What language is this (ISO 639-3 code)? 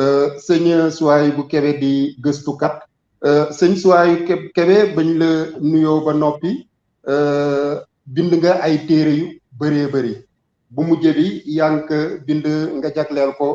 wol